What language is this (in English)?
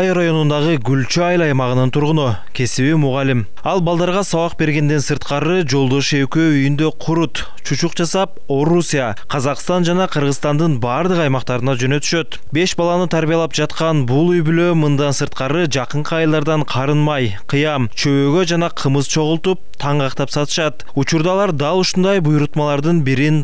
Kyrgyz